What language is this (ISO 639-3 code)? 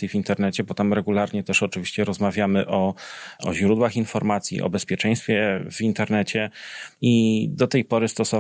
pol